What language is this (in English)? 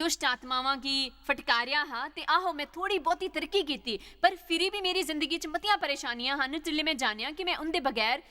Dogri